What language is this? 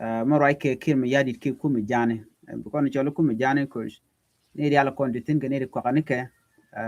Nuer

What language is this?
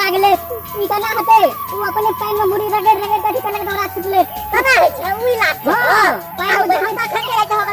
Maithili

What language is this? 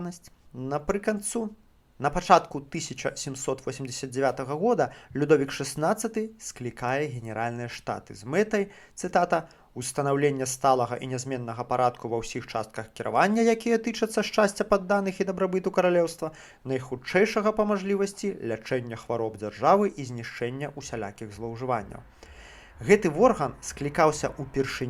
Belarusian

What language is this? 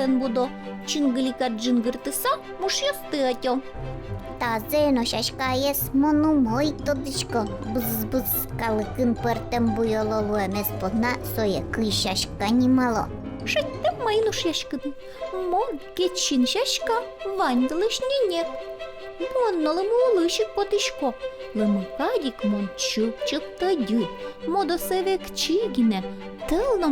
Udmurt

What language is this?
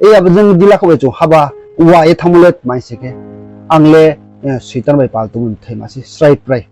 Riang (India)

